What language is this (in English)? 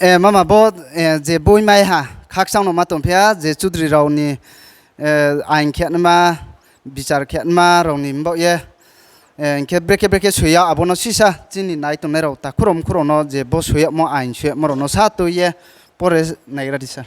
Riang (India)